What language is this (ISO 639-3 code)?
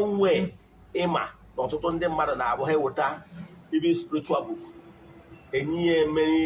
ibo